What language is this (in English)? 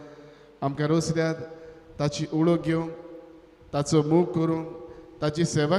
Konkani